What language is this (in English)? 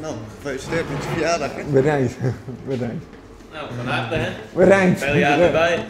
Western Frisian